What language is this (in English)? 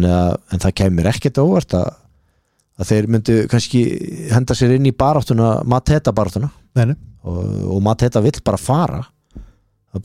Icelandic